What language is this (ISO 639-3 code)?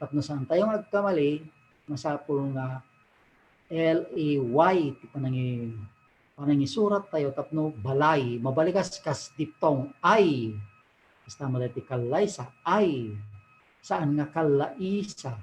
ilo